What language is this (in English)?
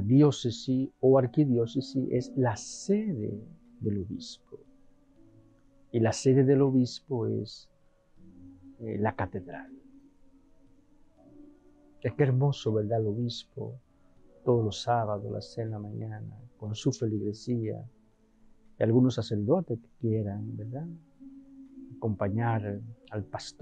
Spanish